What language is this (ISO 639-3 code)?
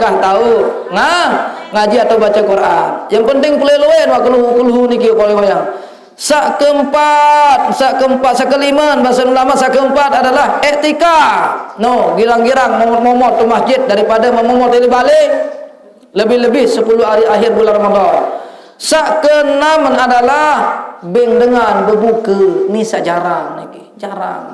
sas